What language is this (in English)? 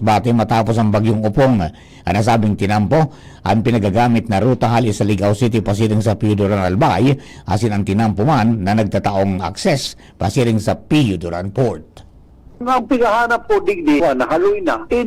Bikol